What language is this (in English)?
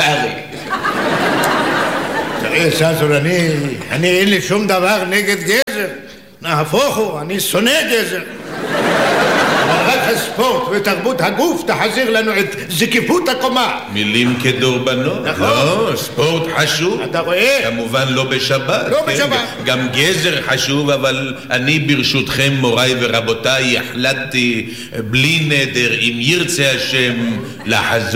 Hebrew